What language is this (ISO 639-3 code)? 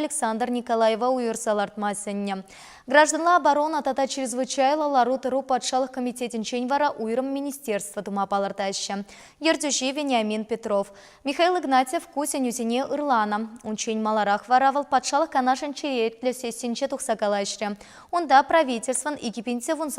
chv